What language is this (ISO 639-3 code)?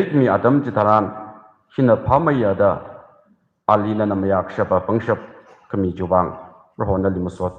nmf